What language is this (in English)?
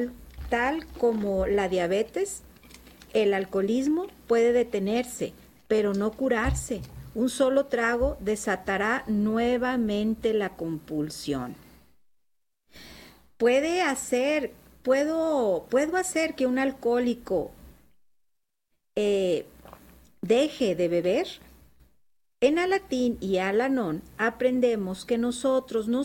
Spanish